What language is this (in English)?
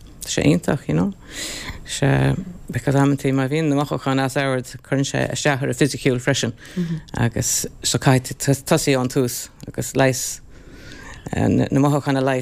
Irish